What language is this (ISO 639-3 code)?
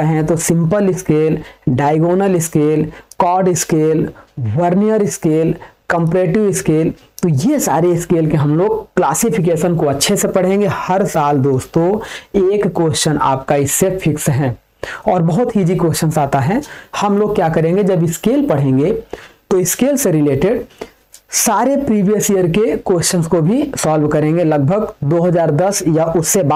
hin